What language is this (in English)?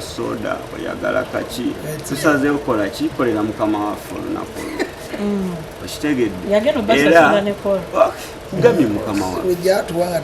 Ganda